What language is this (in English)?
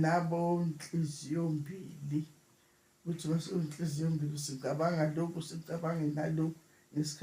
Zulu